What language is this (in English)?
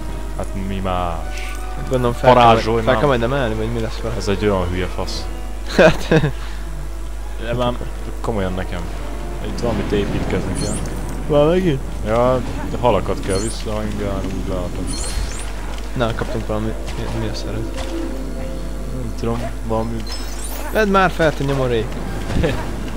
Hungarian